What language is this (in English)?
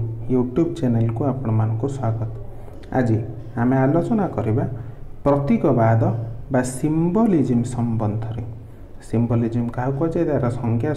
Odia